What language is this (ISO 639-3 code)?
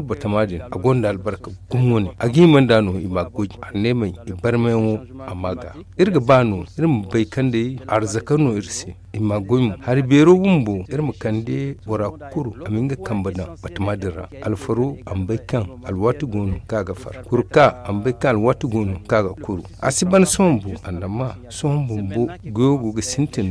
dje